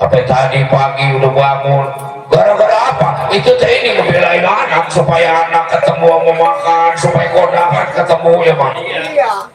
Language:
Betawi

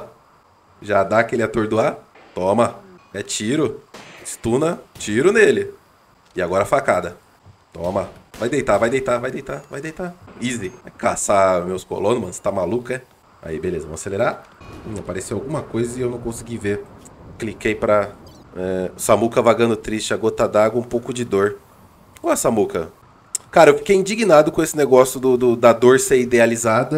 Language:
Portuguese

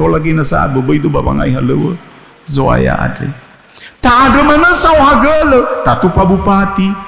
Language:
Nias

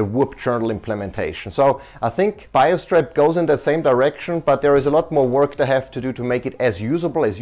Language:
English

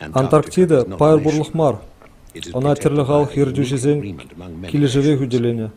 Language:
Chuvash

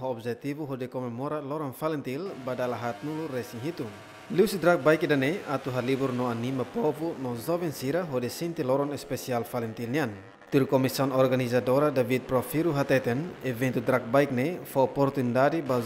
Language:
Tetum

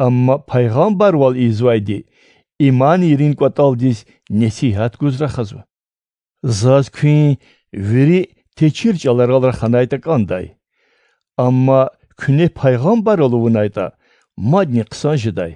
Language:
Lezghian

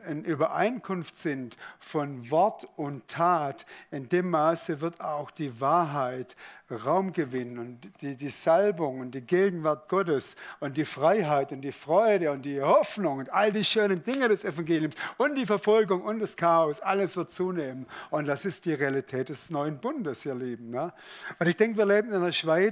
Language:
Swiss German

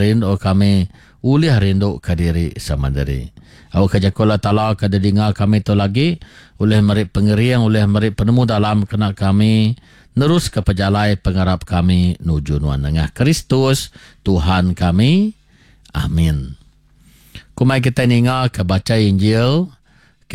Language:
Iban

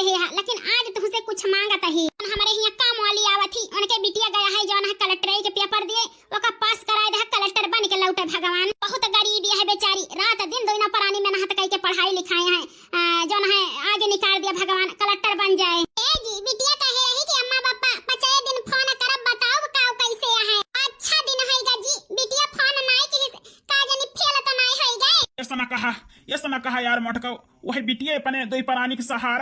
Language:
Awadhi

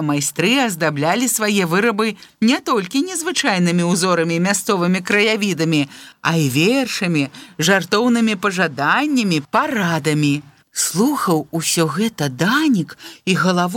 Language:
Belarusian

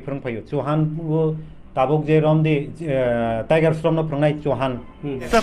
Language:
Kok Borok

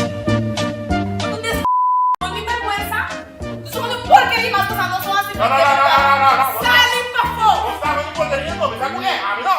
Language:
Papiamento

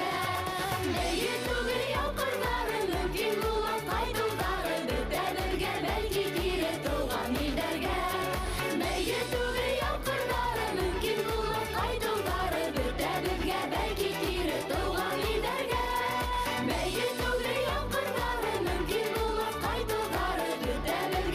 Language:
Bashkir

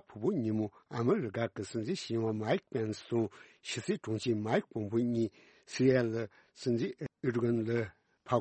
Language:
Tibetan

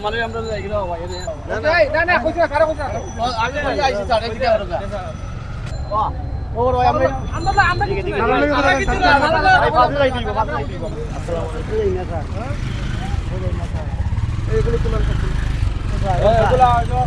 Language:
Sylheti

